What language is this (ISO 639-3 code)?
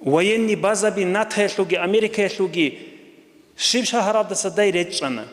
ava